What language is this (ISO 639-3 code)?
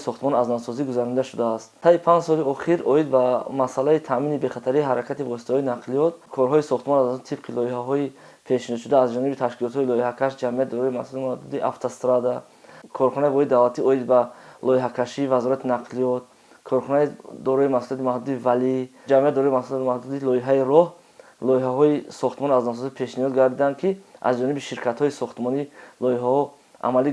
tgk